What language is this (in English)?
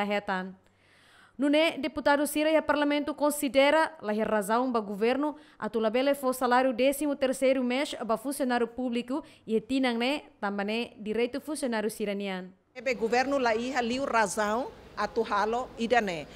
Tetum